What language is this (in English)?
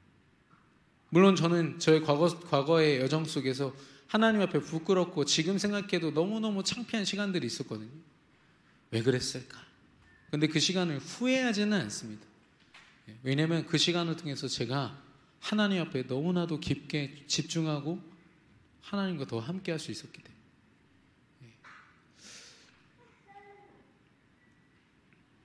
Korean